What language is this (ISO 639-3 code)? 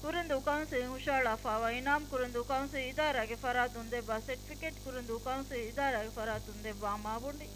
div